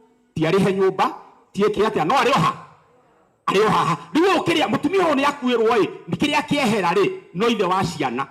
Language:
Kikuyu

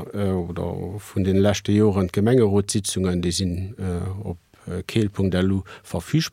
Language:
Luxembourgish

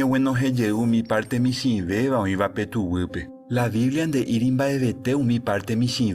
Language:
Guarani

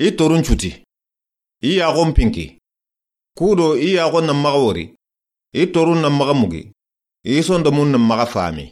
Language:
Soninke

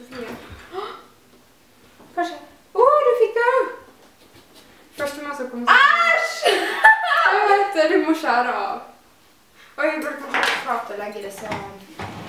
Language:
Norwegian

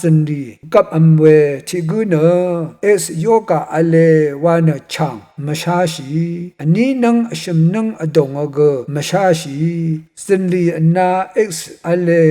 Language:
Rawang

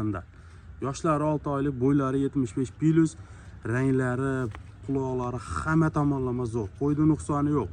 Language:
Uzbek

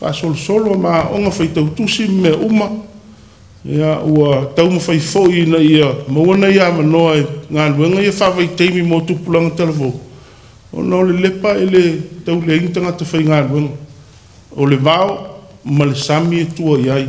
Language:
Samoan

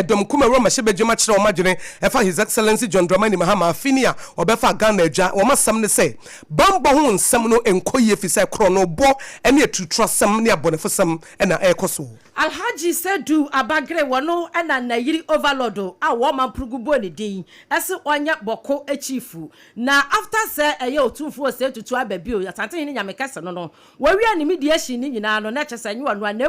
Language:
Akan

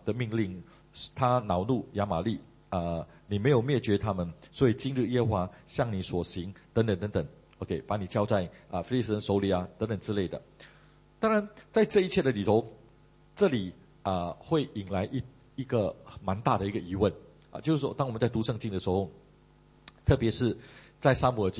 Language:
Chinese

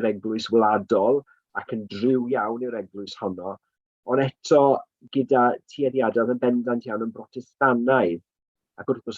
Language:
Welsh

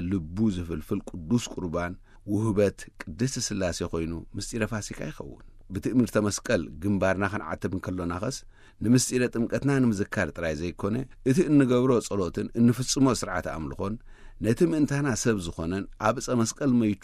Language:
Tigrinya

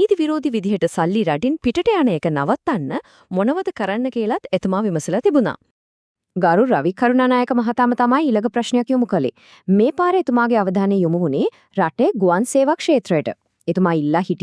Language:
Sinhala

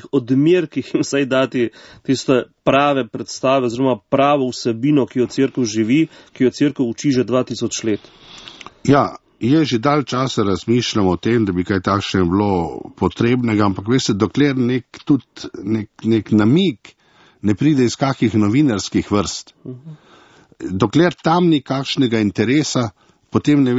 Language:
Slovenian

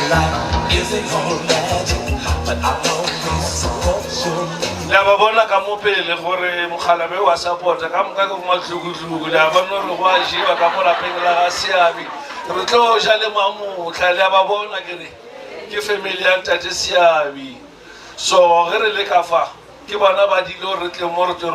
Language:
Northern Sotho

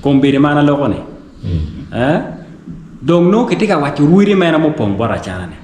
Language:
Acoli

